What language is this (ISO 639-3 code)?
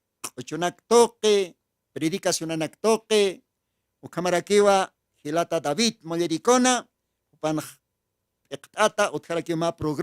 aym